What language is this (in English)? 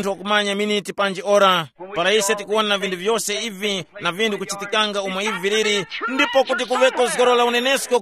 Tumbuka